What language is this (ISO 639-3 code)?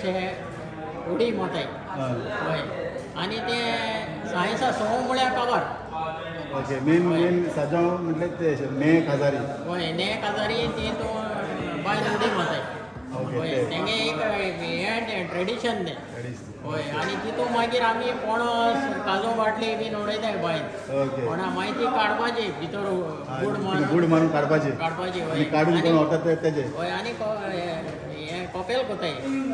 kok